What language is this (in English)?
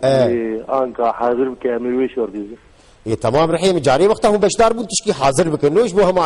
Kurdish